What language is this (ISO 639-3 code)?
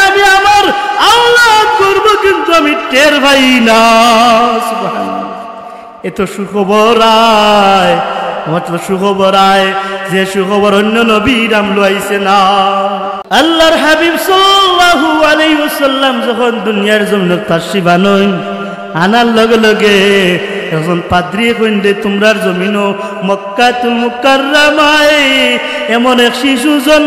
syl